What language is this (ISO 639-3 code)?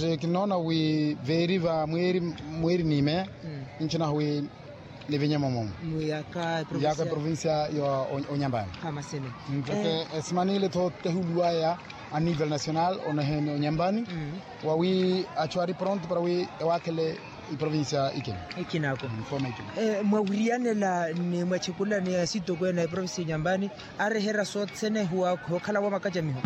vmw